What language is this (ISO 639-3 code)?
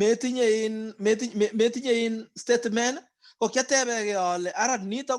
kln